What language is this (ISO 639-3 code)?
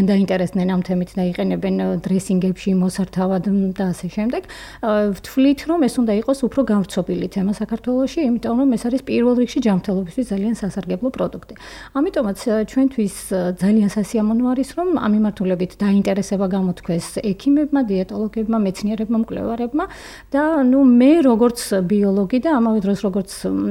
kat